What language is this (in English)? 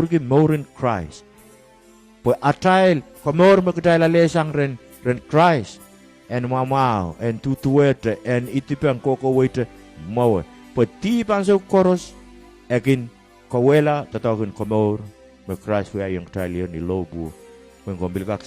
Pohnpeian